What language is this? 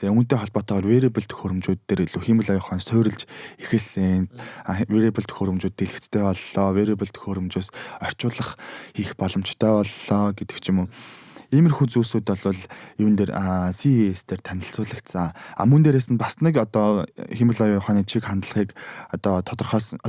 Mongolian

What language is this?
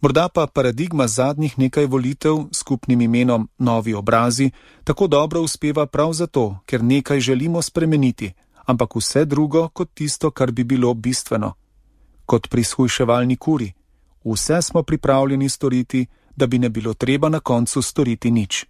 Slovenian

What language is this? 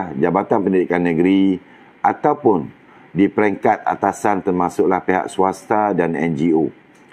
Malay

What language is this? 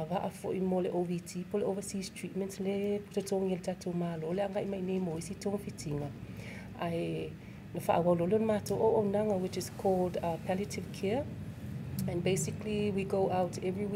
Samoan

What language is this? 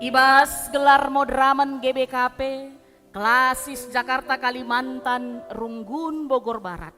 Batak Karo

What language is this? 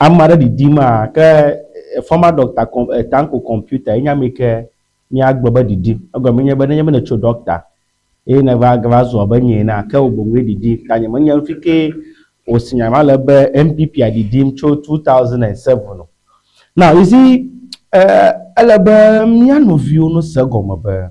Ewe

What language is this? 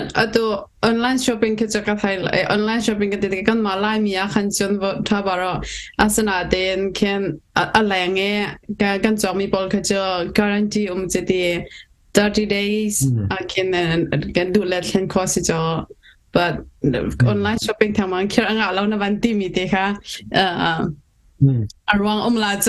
Hakha Chin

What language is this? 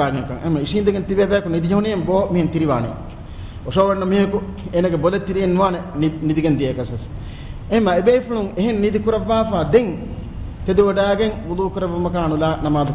Divehi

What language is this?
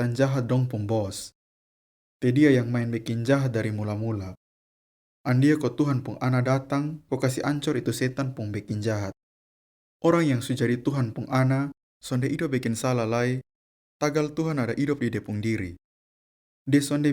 Kupang Malay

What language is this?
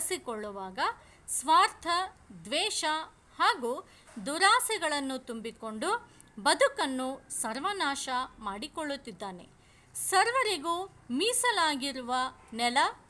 Kannada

